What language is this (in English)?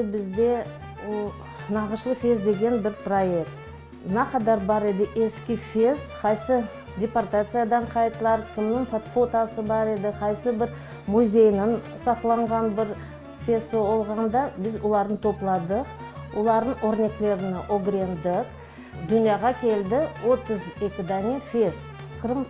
Crimean Tatar